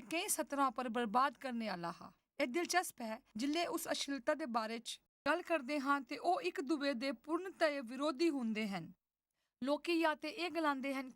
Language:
Dogri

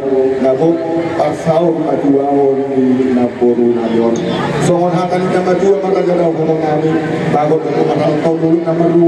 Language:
Batak Toba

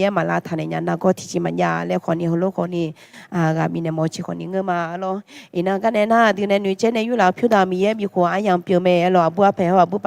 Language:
Akha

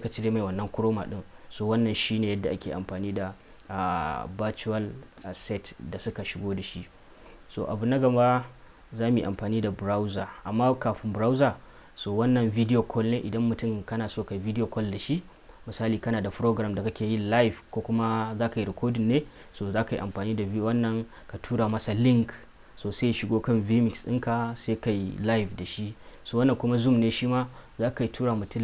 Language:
Hausa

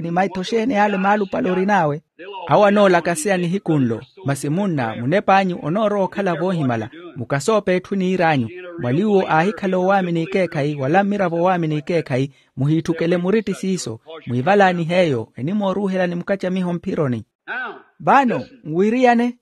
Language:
Makhuwa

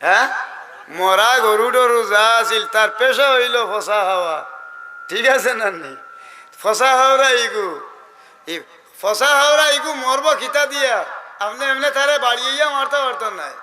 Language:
Sylheti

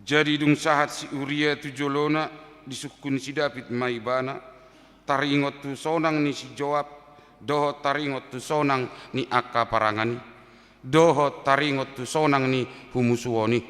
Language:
Batak Toba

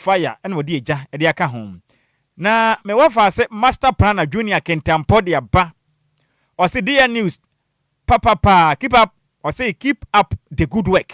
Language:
Akan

